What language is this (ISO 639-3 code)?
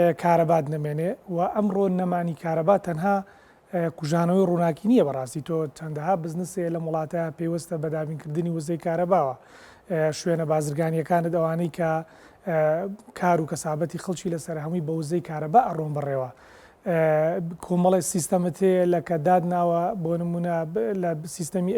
ckb